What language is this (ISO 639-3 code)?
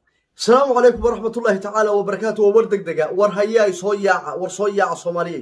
som